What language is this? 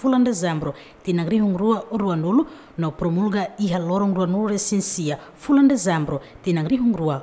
Tetum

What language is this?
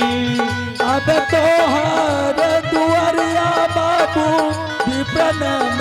Angika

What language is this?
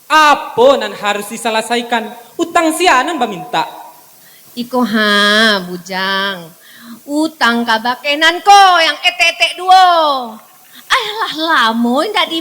Minangkabau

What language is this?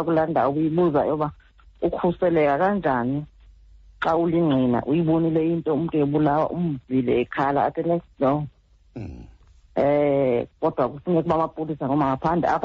Xhosa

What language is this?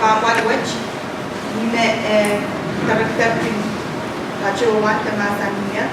Pohnpeian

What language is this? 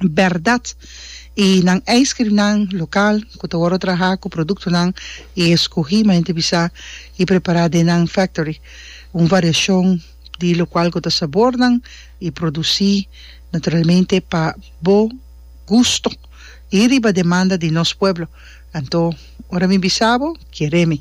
Papiamento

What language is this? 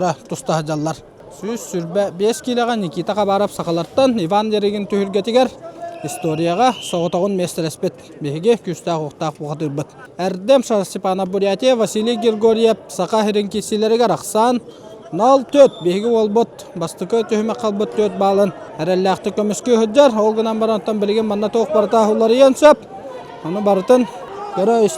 Yakut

